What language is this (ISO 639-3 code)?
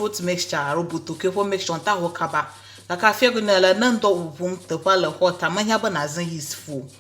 ewe